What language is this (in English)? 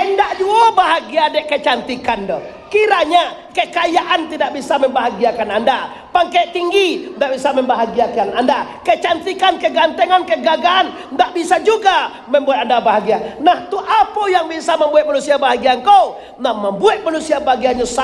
Minangkabau